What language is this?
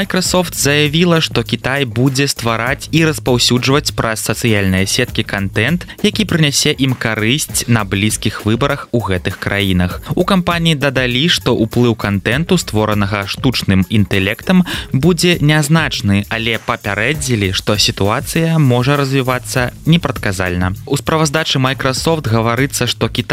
Belarusian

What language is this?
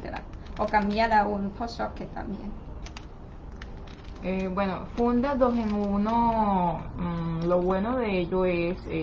Spanish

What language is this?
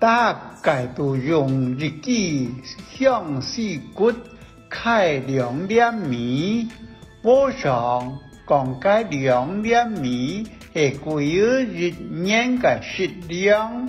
Hakka Chinese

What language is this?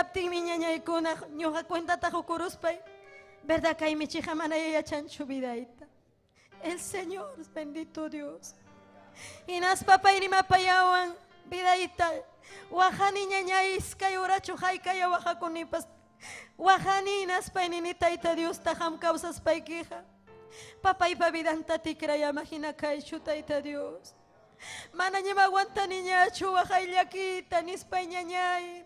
Ayacucho Quechua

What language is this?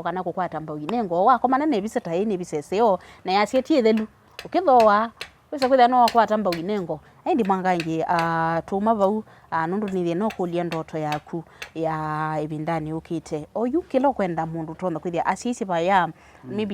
Kamba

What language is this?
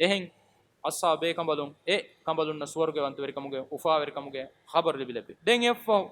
Divehi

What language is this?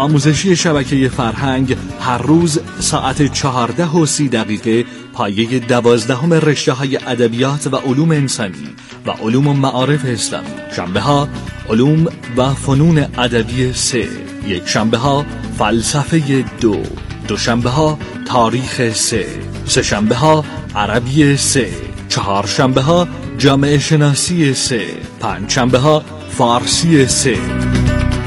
Persian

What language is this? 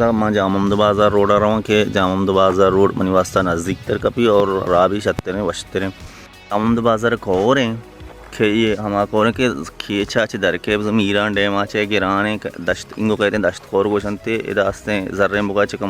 Baluchi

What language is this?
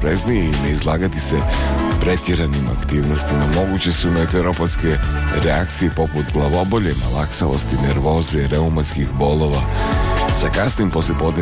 Bosnian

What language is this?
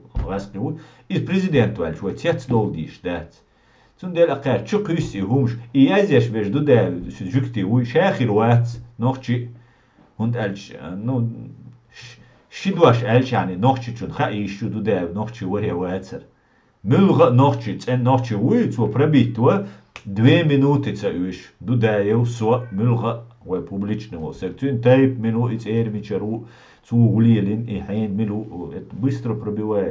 Chechen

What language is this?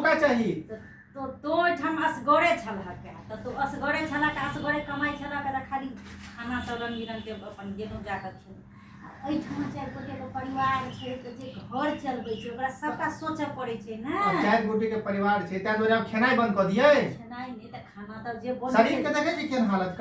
Maithili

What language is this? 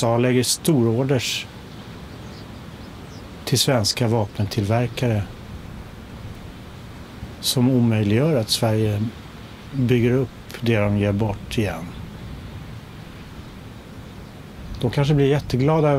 Swedish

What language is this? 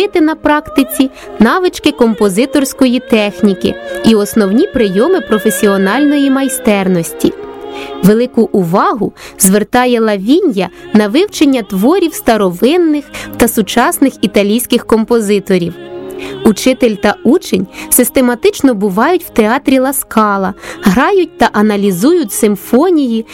Ukrainian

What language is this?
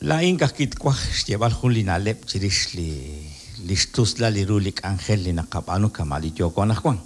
Kekchí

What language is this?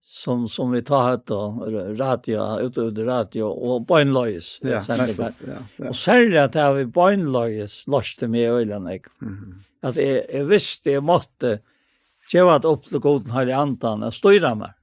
Faroese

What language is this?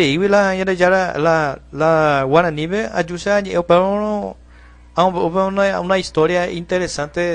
Guarani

